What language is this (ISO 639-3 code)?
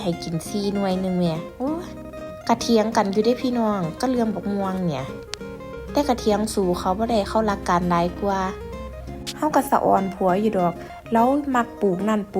tts